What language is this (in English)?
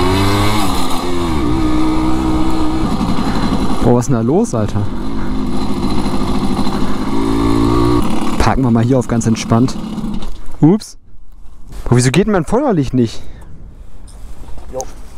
German